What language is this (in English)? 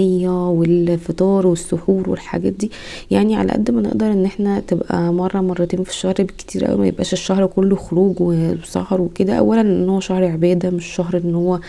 Egyptian Arabic